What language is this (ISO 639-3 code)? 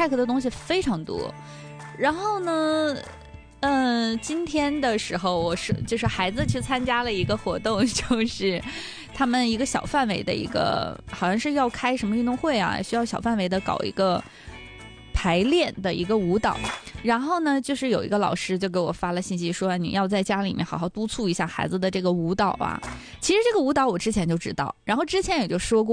zho